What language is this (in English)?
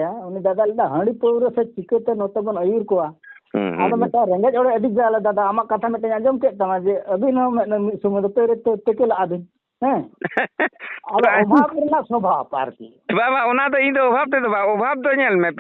Santali